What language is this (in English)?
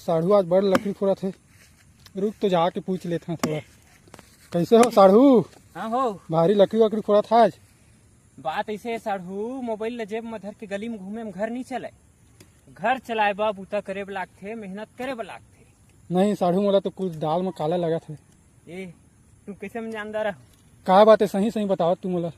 Chhattisgarhi